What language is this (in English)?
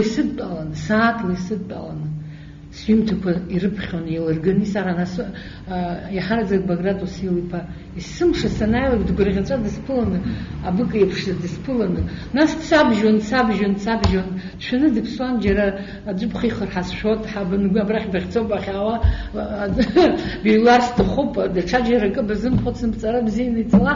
Abkhazian